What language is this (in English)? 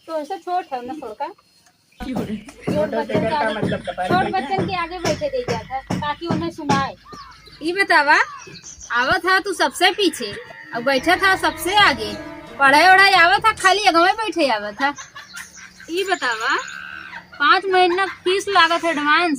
Awadhi